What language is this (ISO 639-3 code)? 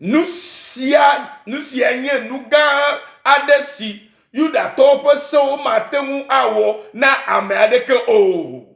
ewe